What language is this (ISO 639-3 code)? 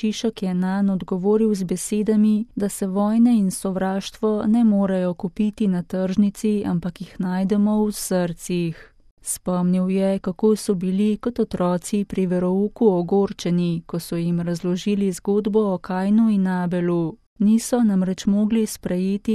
slv